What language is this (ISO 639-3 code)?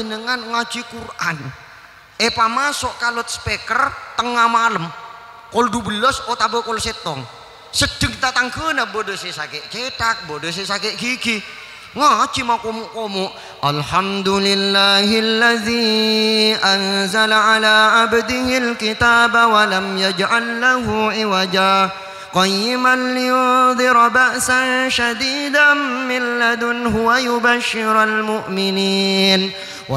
mad